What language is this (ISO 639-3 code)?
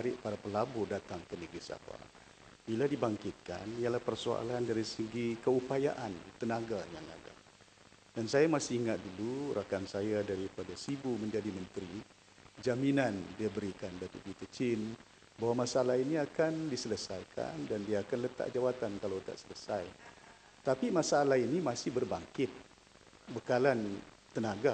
msa